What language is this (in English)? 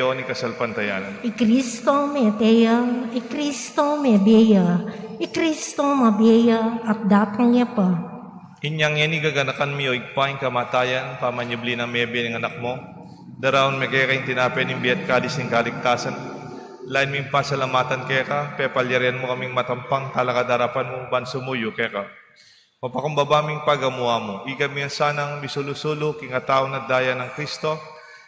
Pampanga